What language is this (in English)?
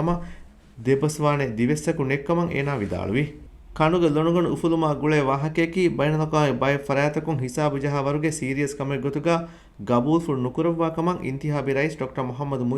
Divehi